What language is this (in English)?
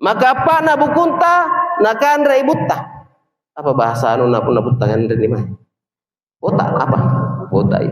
Makasar